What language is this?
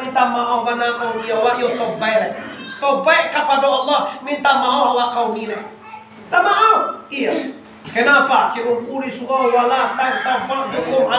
Minangkabau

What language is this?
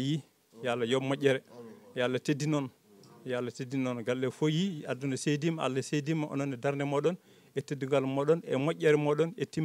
Fula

